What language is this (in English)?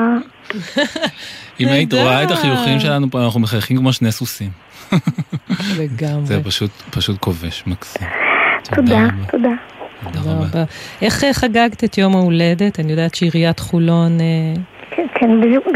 Hebrew